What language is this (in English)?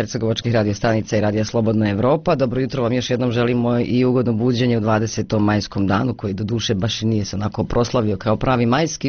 Bosnian